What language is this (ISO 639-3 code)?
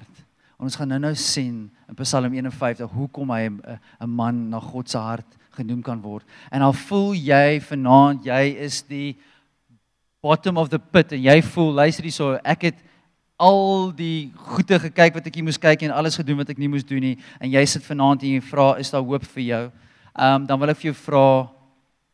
afr